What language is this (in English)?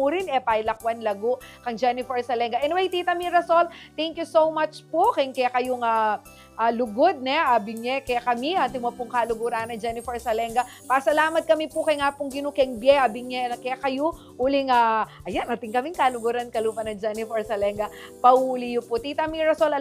Pampanga